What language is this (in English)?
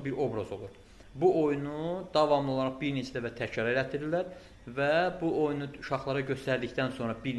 Azerbaijani